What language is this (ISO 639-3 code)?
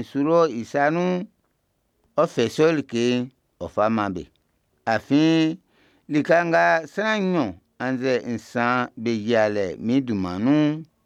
bci